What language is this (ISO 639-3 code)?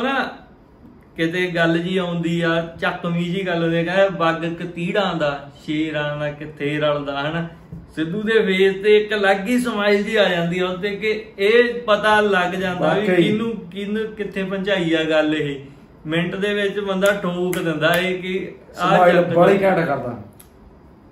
pan